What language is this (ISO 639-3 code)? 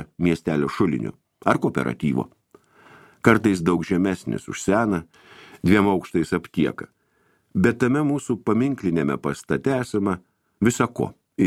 lit